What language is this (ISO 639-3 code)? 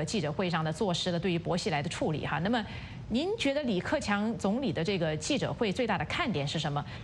zho